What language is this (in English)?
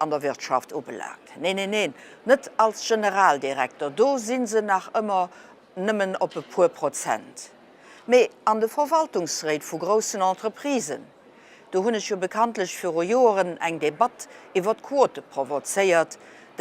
Luxembourgish